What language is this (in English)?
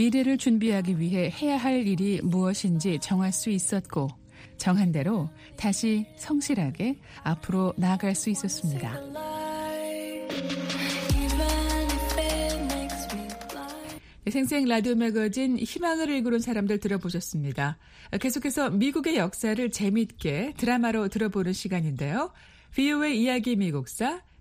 Korean